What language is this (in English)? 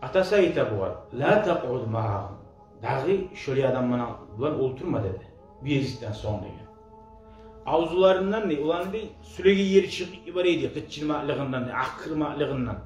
Kumyk